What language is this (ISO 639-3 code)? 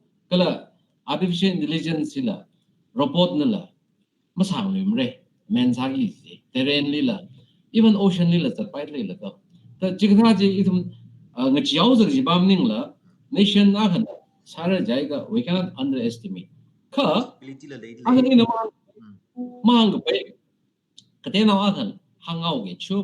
nmf